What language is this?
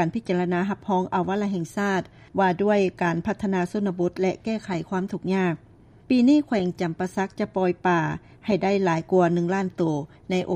Lao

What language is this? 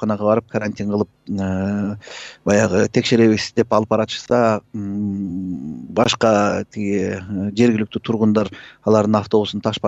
Kyrgyz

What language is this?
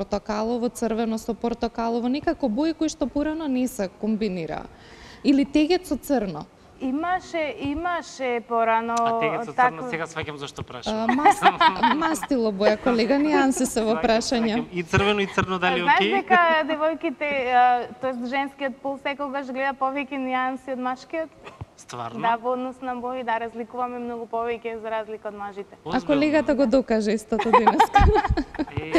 Macedonian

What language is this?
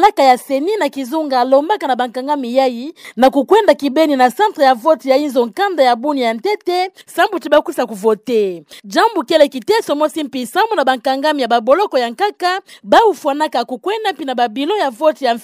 Kituba (Democratic Republic of Congo)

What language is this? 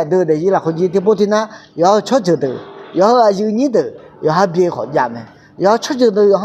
Akha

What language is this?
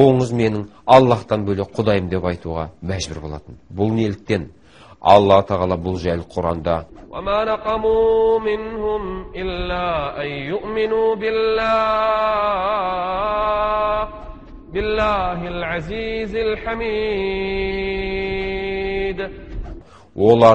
Kazakh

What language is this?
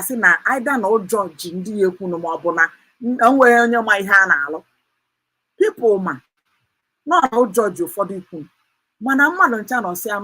Igbo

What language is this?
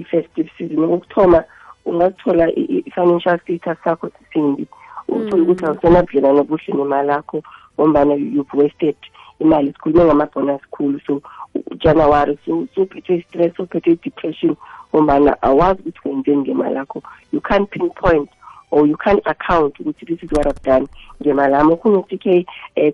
South Ndebele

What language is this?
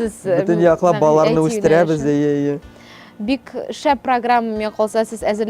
Tatar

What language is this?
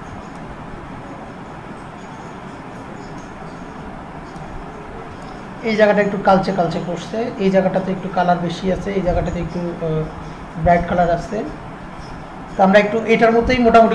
Bangla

